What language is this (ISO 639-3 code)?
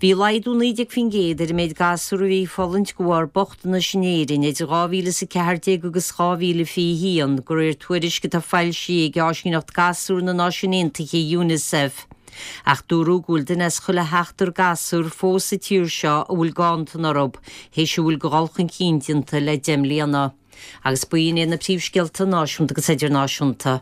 gle